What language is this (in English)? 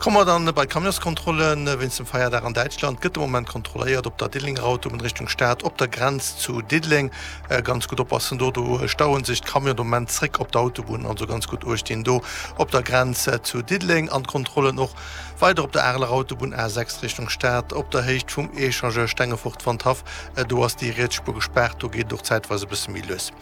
Luxembourgish